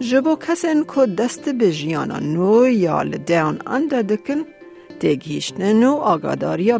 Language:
Kurdish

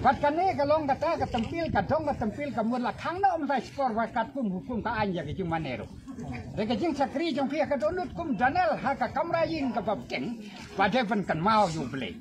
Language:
Khasi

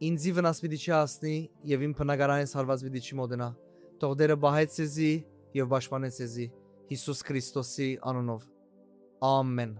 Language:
Western Armenian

